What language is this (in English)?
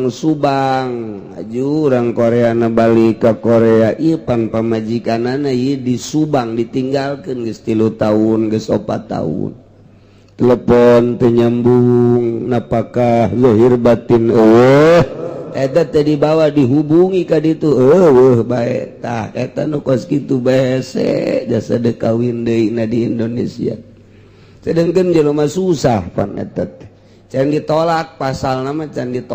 Sundanese